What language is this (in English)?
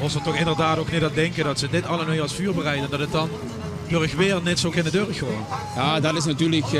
Limburgish